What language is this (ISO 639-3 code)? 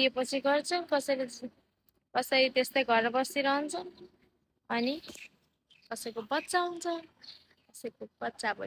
nep